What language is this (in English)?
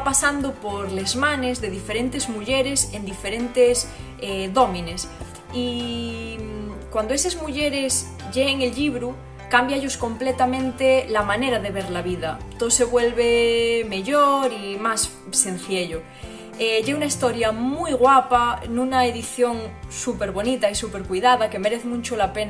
Asturian